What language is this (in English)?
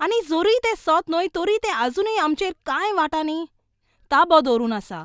Konkani